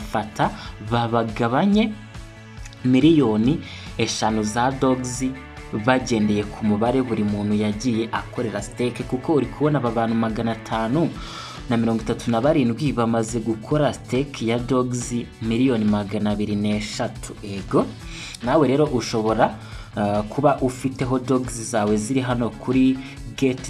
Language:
Kinyarwanda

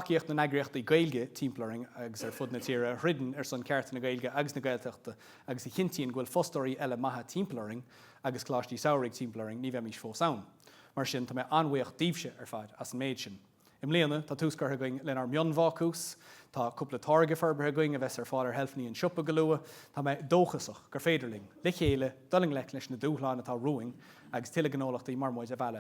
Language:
Irish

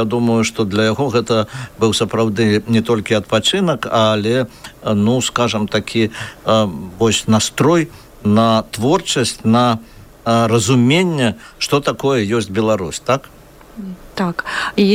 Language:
Belarusian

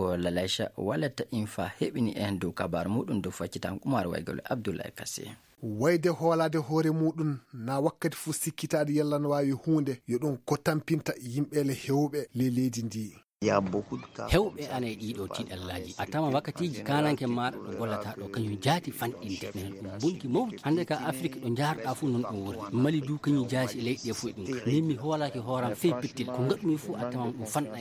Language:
Fula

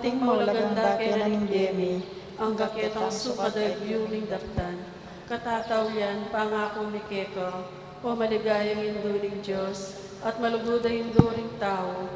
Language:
Pampanga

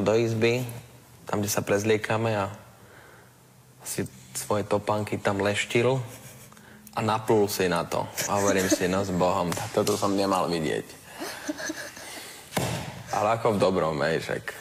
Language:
Slovak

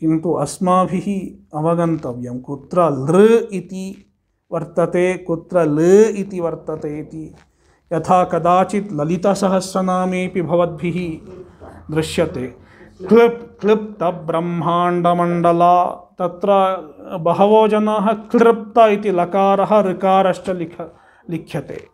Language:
Sanskrit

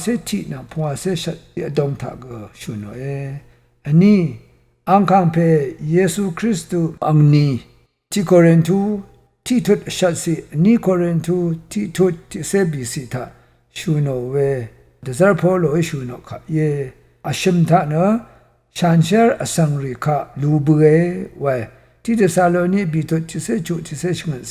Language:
Rawang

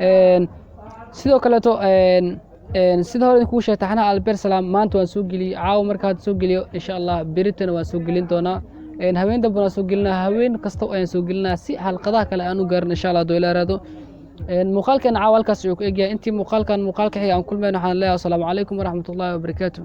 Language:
Somali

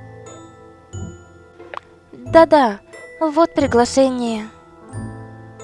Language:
Russian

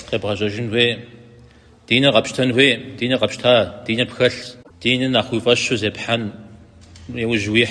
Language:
Kabardian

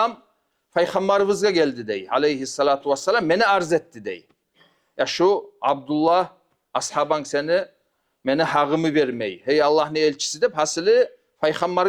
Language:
Kumyk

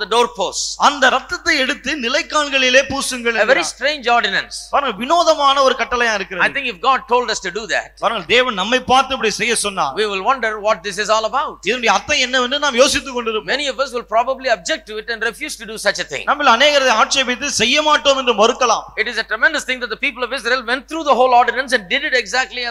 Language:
Tamil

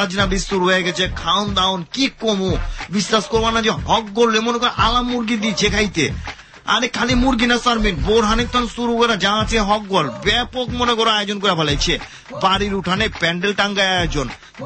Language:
Bangla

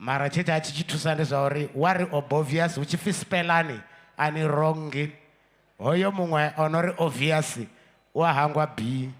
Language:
Venda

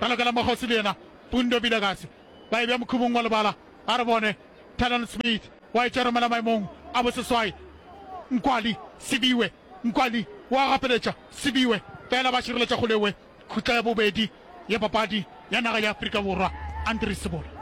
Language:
Northern Sotho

